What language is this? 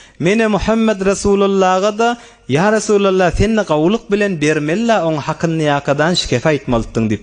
Turkmen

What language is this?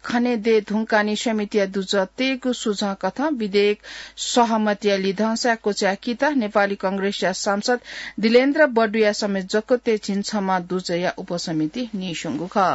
Newari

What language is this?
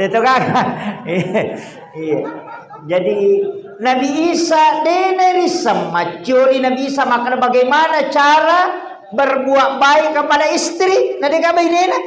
Buginese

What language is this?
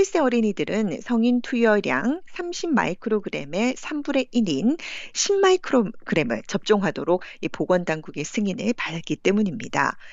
Korean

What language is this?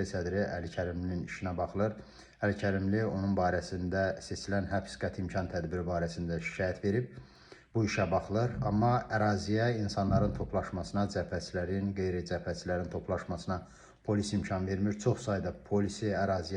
Azerbaijani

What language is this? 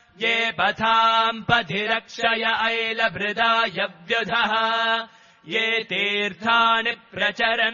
Sanskrit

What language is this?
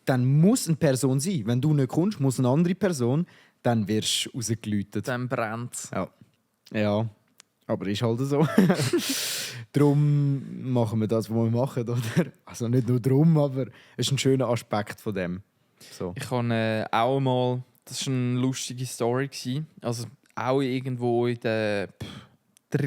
Swiss German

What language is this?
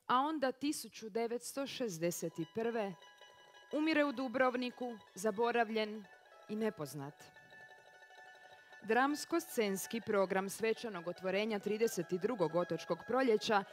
Croatian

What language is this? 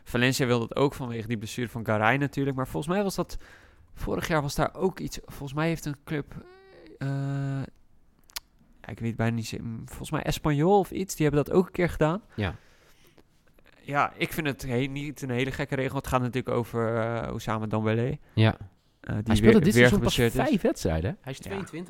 Dutch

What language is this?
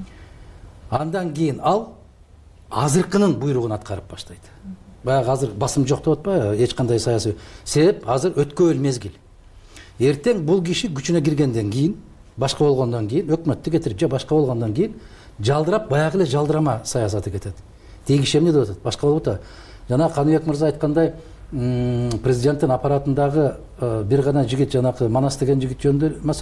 Kyrgyz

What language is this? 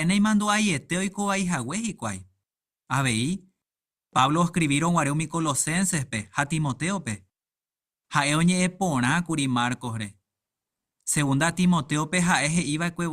Guarani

